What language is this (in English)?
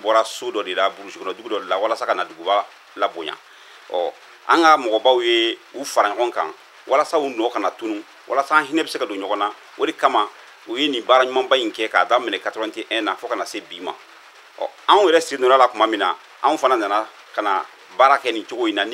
Bambara